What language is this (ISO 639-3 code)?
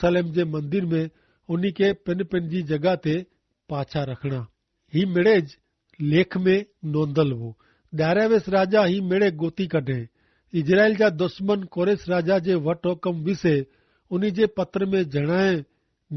kfr